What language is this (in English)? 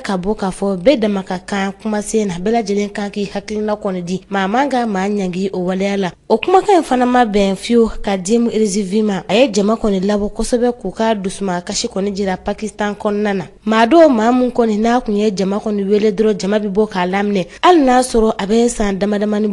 Bambara